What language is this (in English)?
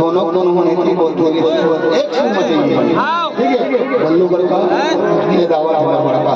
Chhattisgarhi